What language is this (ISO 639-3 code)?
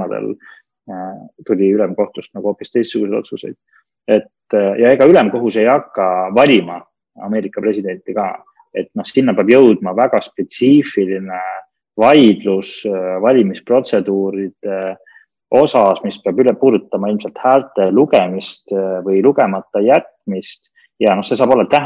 est